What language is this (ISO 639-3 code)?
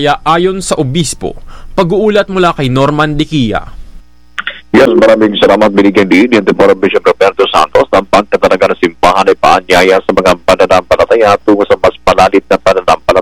fil